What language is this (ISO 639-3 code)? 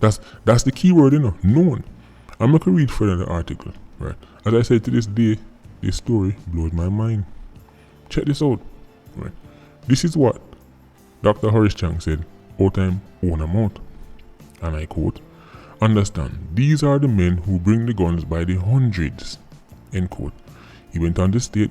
jam